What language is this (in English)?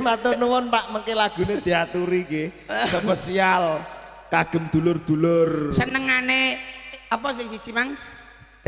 Javanese